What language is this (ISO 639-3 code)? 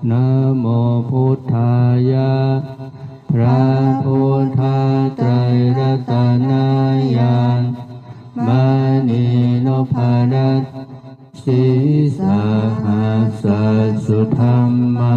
pli